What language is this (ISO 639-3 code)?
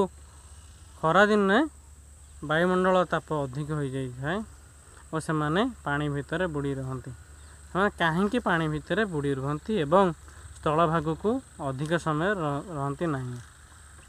ori